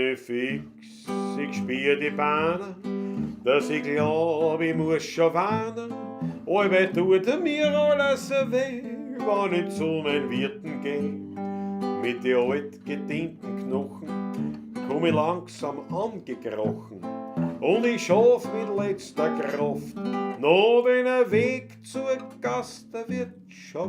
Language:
Bavarian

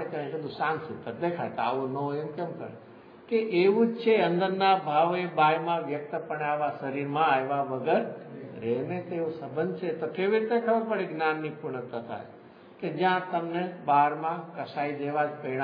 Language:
Gujarati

